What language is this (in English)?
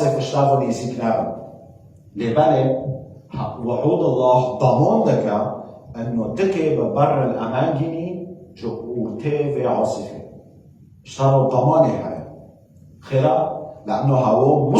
Kurdish